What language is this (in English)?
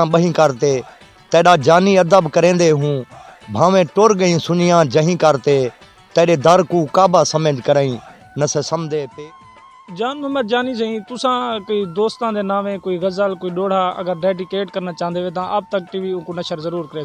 Saraiki